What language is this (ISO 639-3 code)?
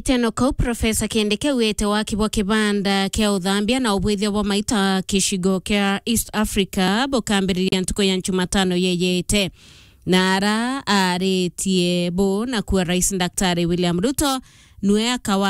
mer